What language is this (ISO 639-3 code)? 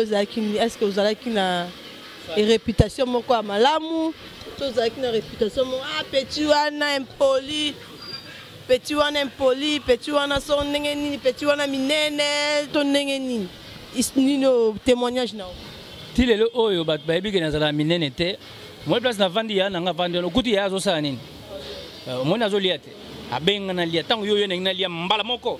lin